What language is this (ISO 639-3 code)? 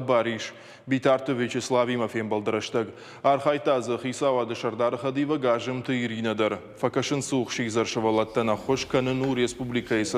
oss